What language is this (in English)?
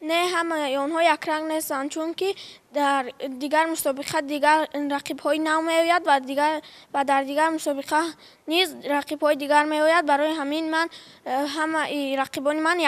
Tajik